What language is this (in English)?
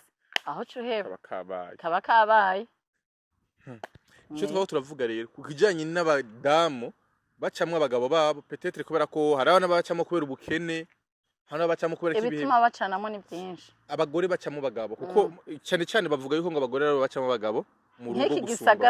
Rundi